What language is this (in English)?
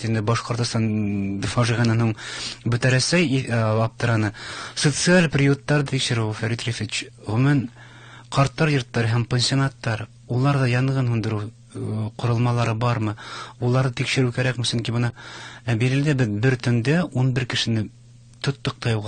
Bashkir